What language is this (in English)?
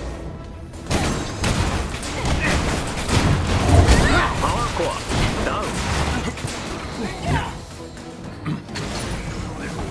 Japanese